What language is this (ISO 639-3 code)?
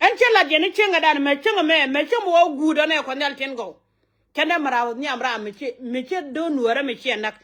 nus